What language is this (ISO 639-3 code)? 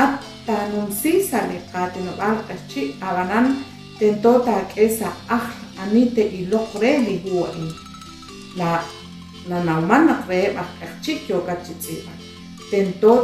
kek